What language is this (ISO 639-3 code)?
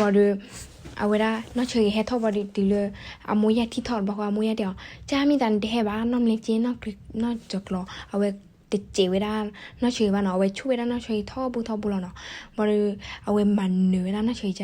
ksw